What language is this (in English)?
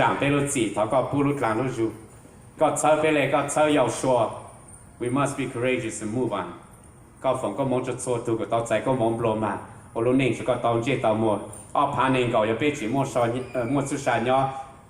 Hmong